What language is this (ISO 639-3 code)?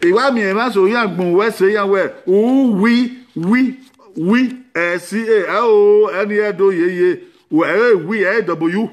bin